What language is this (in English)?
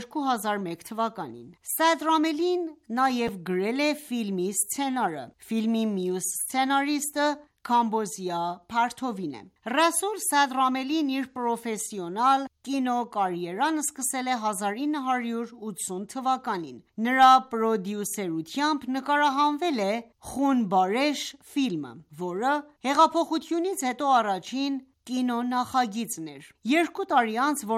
Armenian